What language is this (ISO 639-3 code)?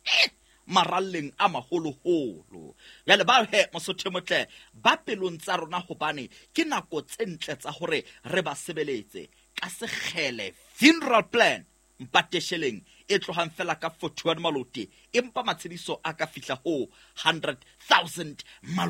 sot